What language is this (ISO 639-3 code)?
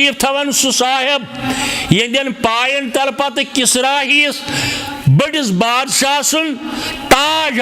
kas